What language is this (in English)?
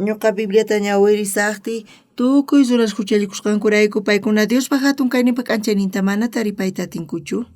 South Bolivian Quechua